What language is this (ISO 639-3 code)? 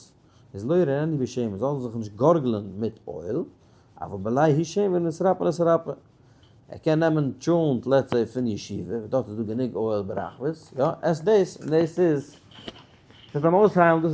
yid